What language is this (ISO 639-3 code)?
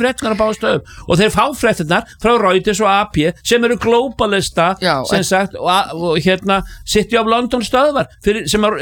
isl